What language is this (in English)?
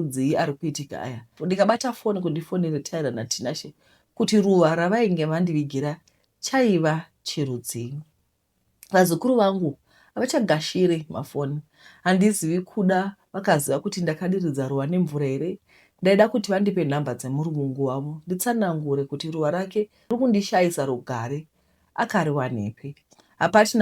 Shona